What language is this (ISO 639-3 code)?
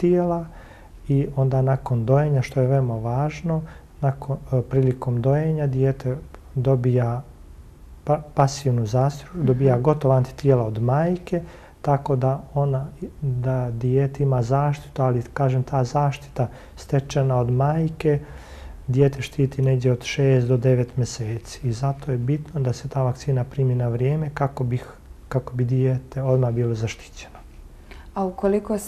bos